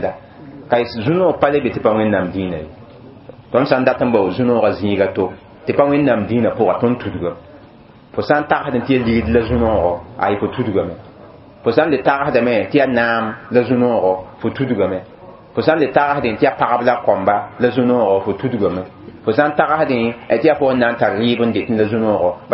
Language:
Mossi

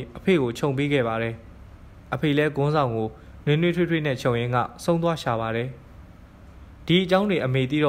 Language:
Burmese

